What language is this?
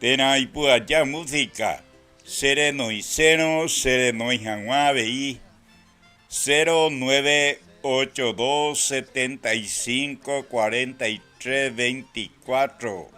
Guarani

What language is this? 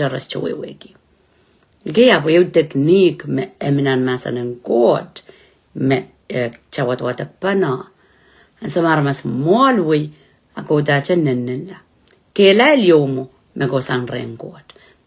Pohnpeian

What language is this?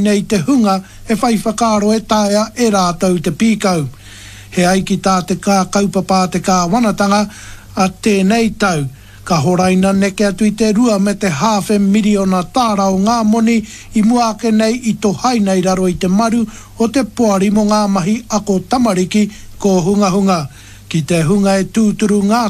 Māori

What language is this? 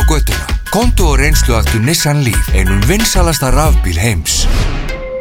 Icelandic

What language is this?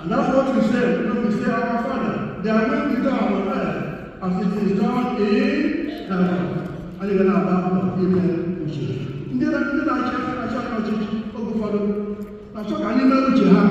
Igbo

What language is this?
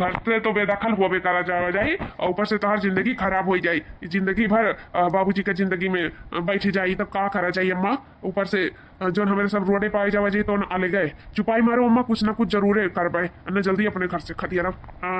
Awadhi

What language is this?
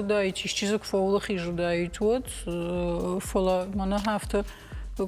Ossetic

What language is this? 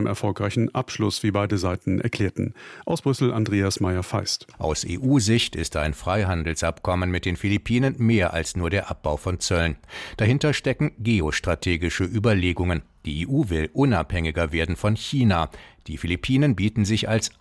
German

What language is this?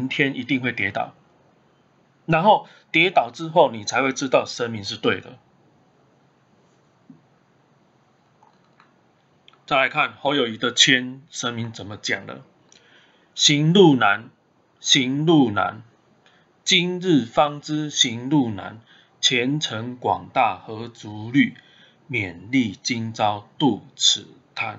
Chinese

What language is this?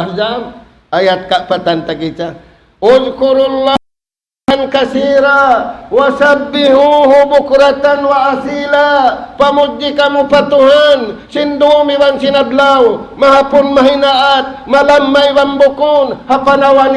Tausug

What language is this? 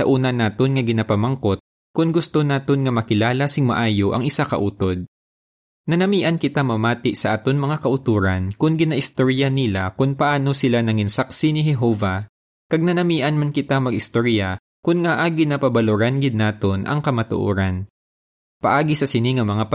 Hiligaynon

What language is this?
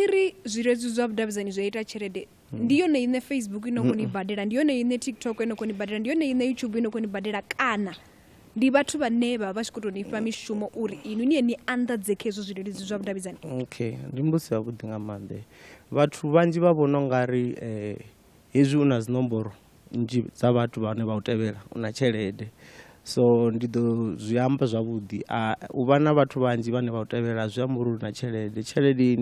Venda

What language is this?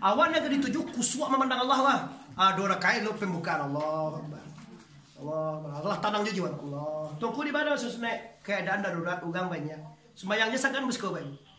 Minangkabau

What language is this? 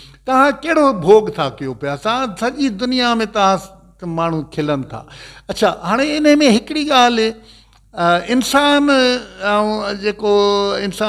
Sindhi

